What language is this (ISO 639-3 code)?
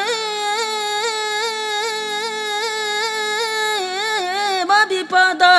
ria